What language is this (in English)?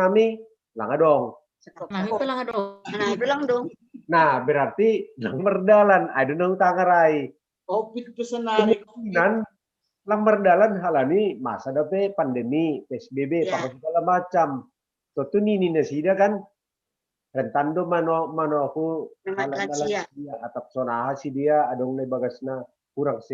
Batak Simalungun